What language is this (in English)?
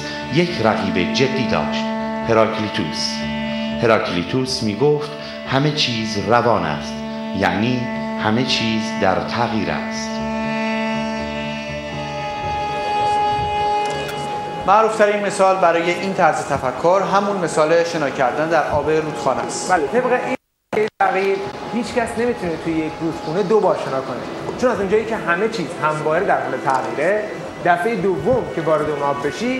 Persian